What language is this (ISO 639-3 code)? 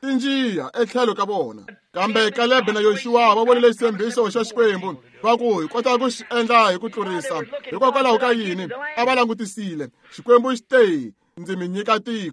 tso